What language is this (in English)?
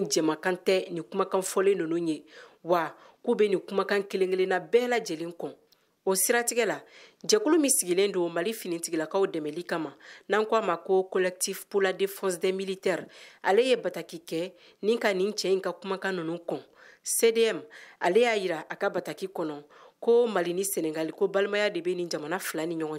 Bambara